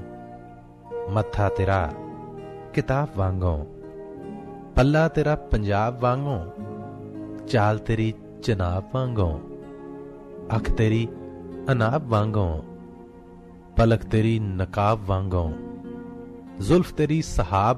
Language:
Punjabi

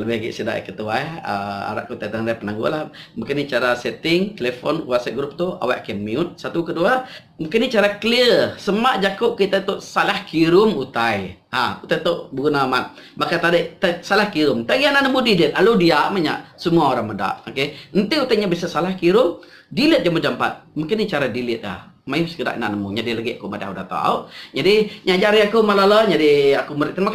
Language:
Iban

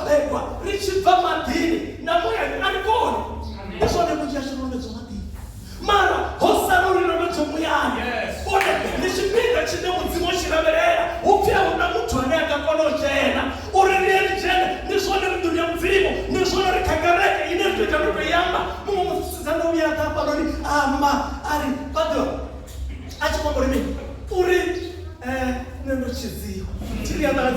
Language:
Venda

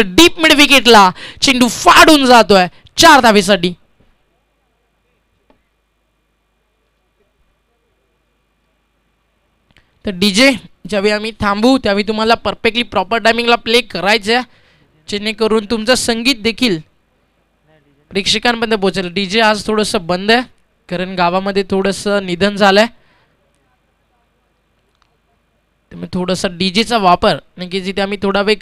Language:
Marathi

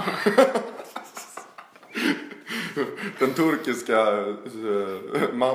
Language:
Swedish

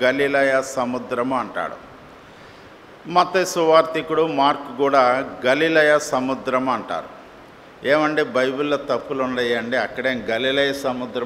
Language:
Telugu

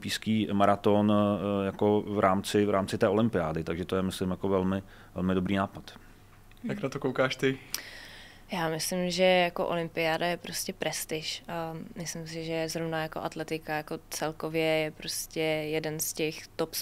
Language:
Czech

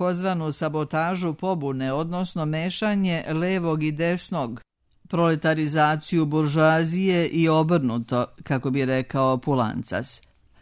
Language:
Serbian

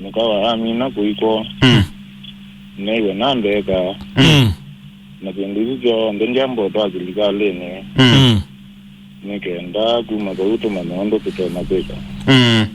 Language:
Kamba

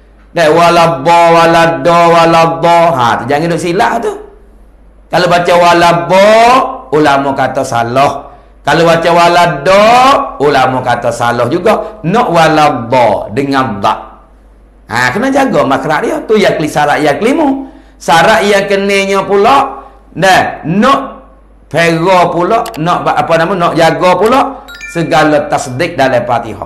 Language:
Malay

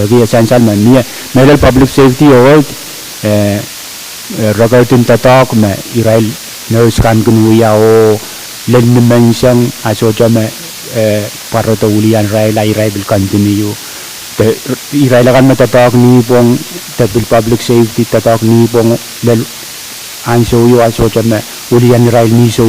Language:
Pohnpeian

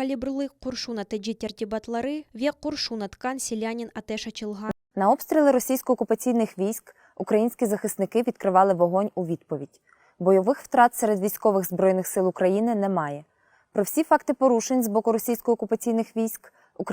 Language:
Crimean Tatar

